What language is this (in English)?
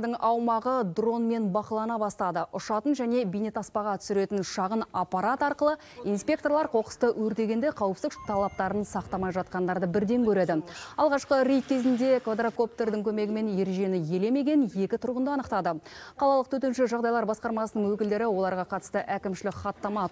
Kazakh